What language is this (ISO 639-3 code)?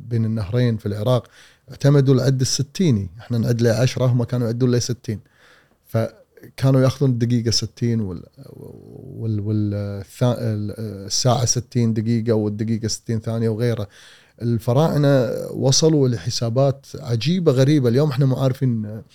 afb